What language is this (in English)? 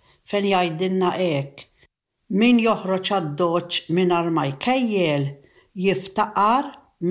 Maltese